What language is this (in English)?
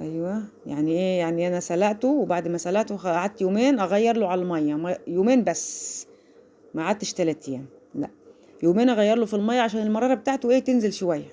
Egyptian Arabic